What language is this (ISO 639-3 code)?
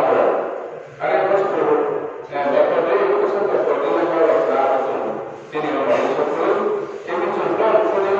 ria